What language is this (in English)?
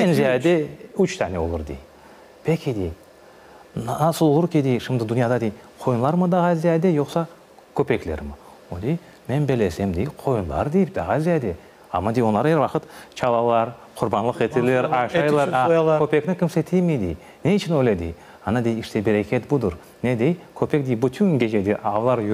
Crimean Tatar